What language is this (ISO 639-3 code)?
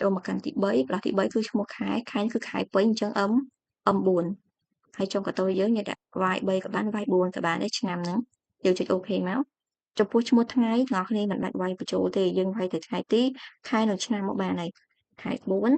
khm